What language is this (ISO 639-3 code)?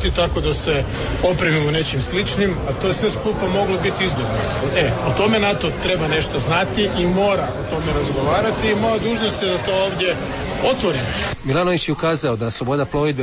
hrv